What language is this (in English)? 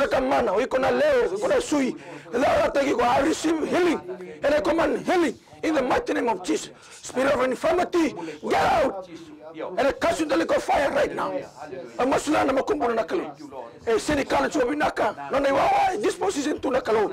Fijian